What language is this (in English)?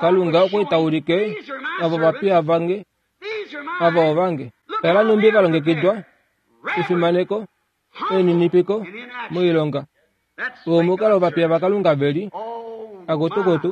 Kuanyama